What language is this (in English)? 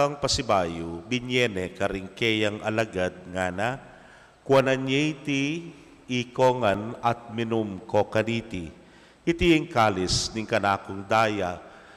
Pampanga